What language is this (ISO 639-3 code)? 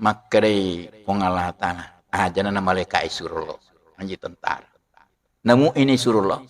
bug